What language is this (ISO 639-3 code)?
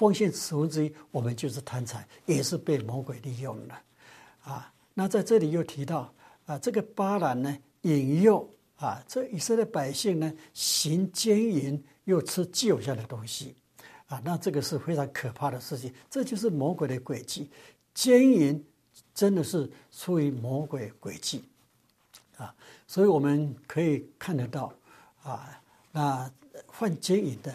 zho